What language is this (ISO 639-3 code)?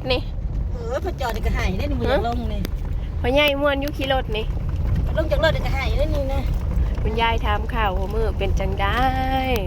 tts